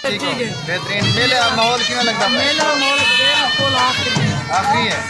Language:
Saraiki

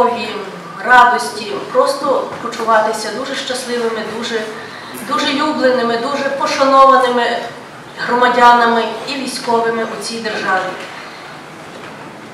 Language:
Ukrainian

